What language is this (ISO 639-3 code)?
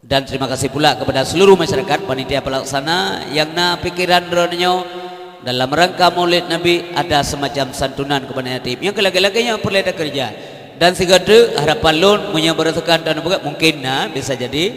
ace